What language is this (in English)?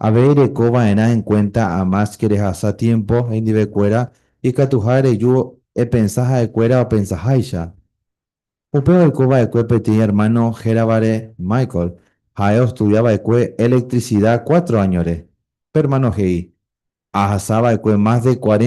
Guarani